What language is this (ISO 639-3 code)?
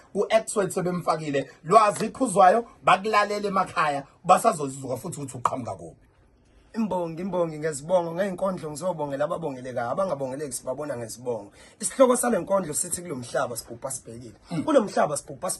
zul